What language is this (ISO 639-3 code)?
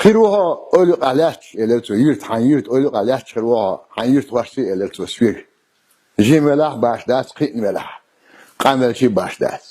che